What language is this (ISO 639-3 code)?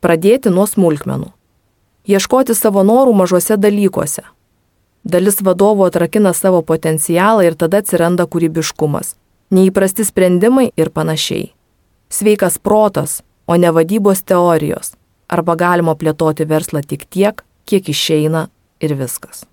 lit